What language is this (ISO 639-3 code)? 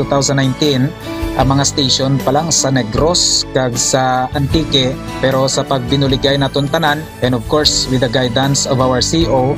hil